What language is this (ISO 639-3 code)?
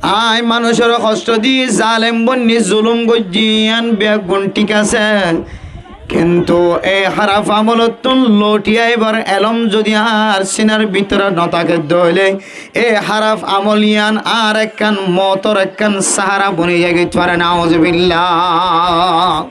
rhg